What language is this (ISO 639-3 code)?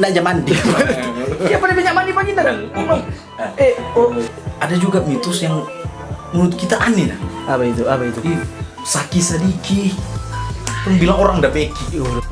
xmm